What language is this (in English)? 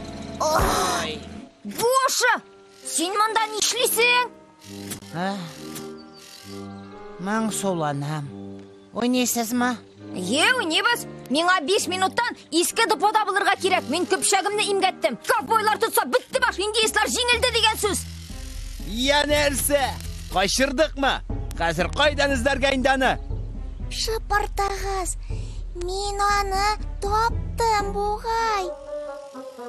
Tatar